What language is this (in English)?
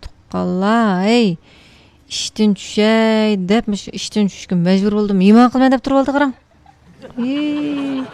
Uyghur